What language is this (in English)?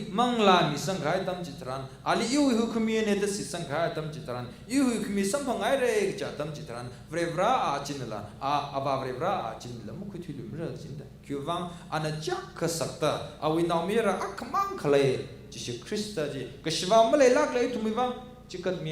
Tangkhul Naga (India)